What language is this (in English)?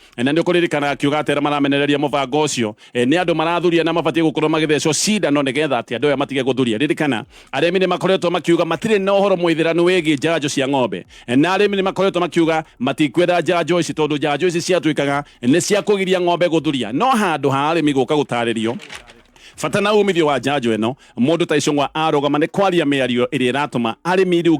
Kikuyu